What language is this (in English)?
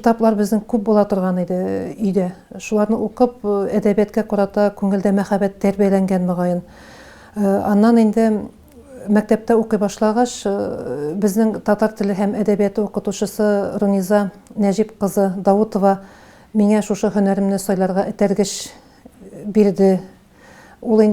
Tatar